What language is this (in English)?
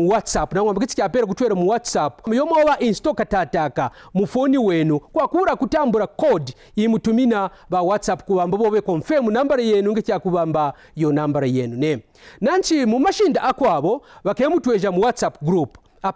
Kaonde